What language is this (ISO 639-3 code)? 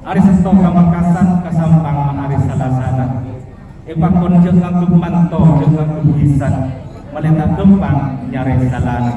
mad